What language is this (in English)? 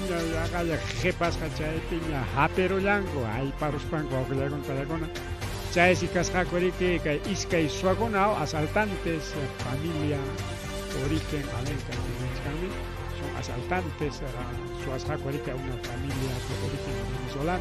Ayacucho Quechua